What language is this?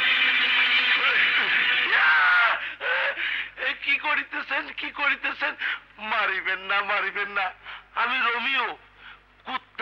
Bangla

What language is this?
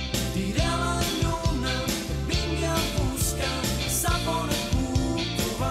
Catalan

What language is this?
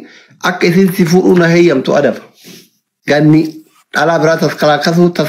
Oromo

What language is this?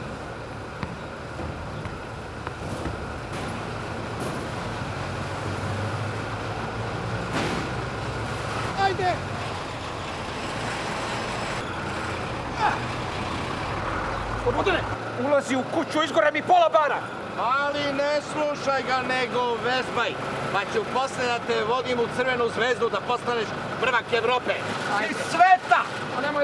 Serbian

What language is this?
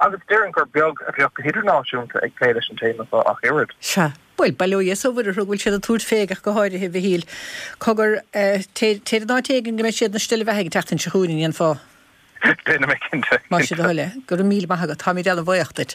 Irish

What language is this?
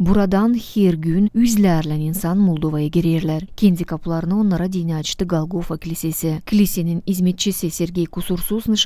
Gagauz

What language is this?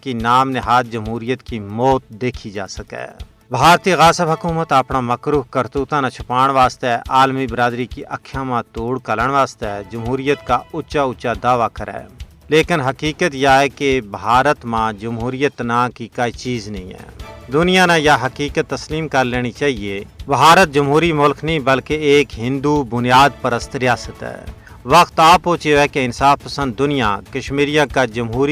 Gujari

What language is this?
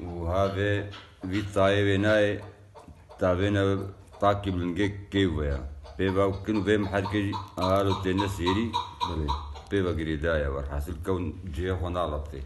Kurdish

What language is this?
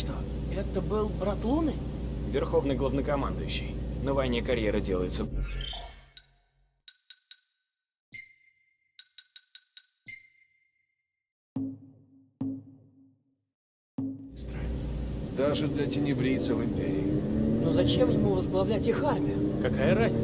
Russian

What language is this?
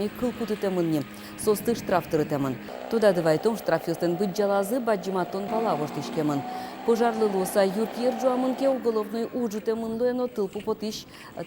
Udmurt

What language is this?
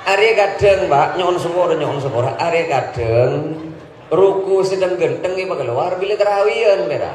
Madurese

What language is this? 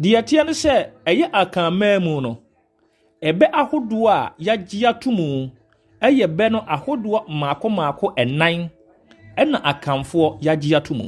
Akan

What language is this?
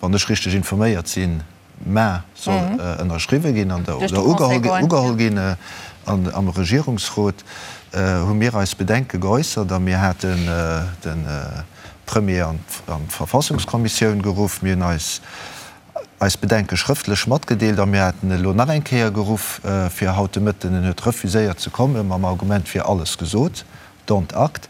Luxembourgish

